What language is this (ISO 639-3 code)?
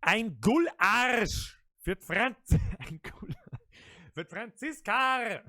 bar